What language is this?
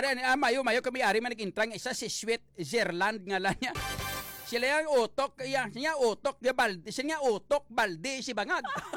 Hiligaynon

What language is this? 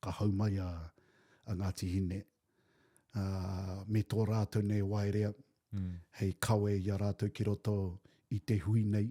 Māori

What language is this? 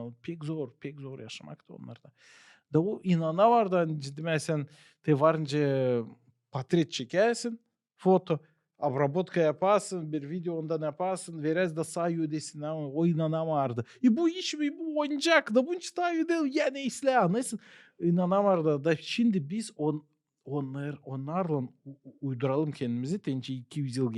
Gagauz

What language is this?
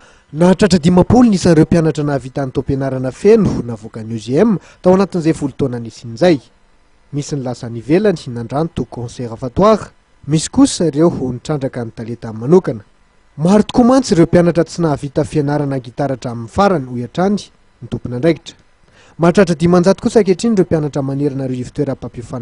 Malagasy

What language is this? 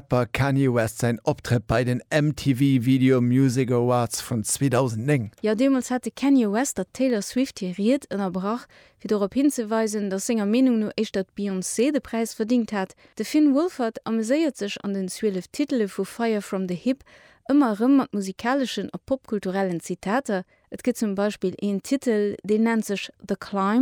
Luxembourgish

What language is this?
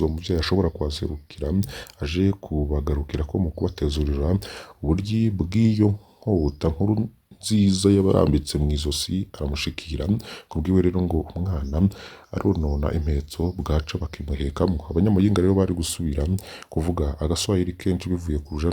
Rundi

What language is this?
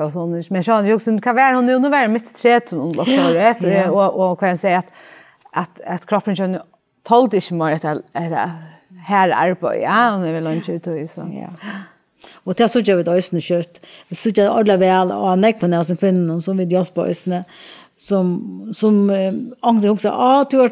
Faroese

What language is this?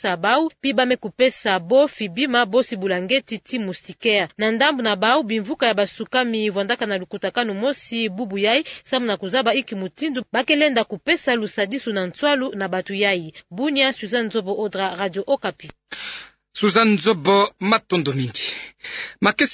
Kituba (Democratic Republic of Congo)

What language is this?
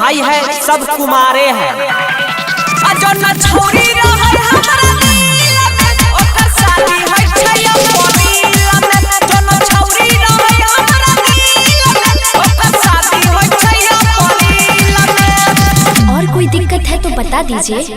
Maithili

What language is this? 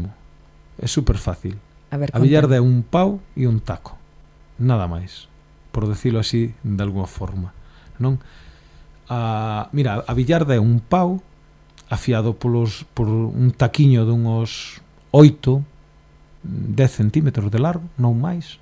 Galician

